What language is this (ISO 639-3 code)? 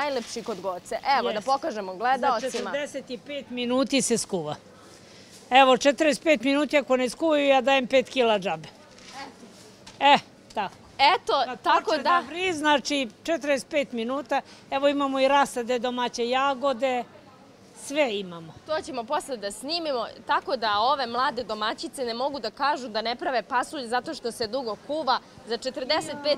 srp